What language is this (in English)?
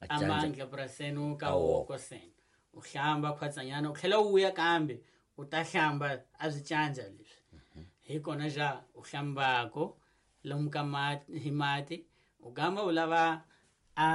Tsonga